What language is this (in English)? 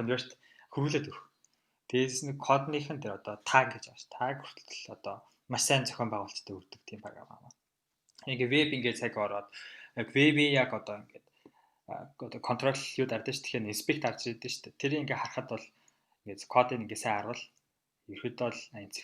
Mongolian